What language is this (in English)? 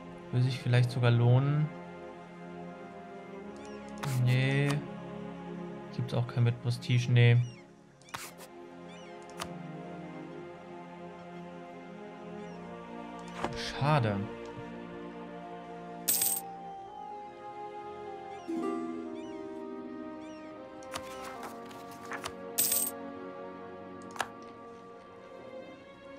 German